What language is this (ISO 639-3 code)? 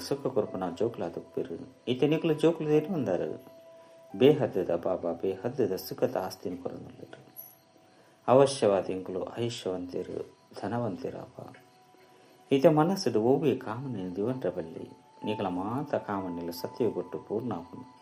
tcy